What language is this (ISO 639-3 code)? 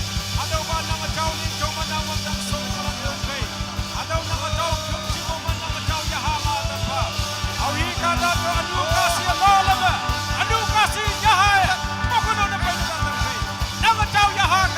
nag